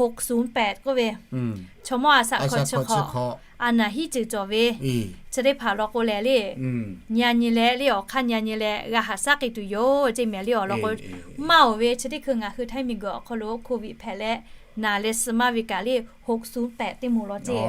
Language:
Lahu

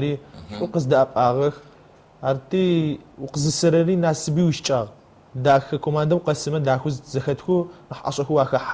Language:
Adyghe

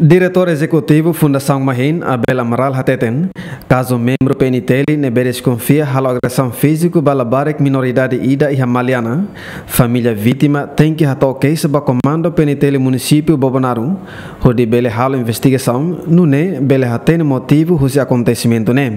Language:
Tetum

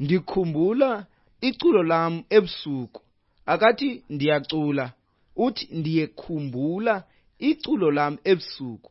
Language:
Xhosa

